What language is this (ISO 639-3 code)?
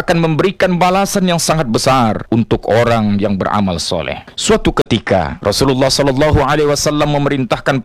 msa